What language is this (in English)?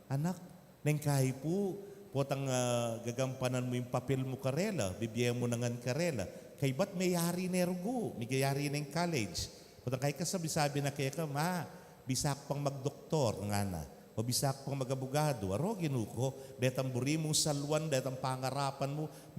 Pampanga